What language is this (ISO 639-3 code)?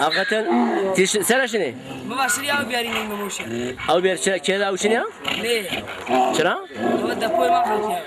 zza